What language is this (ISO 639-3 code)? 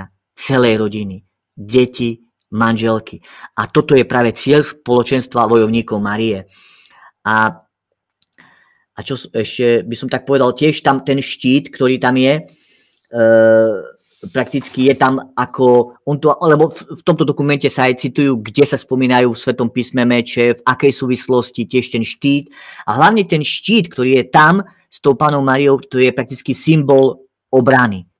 slk